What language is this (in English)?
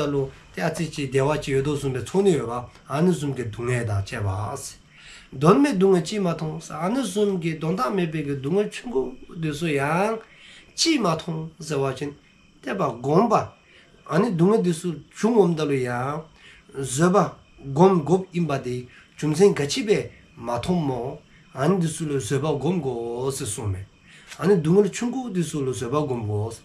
Dzongkha